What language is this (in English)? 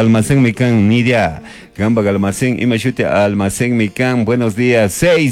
Chimborazo Highland Quichua